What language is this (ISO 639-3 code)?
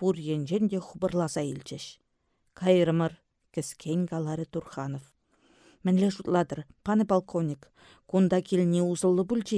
chv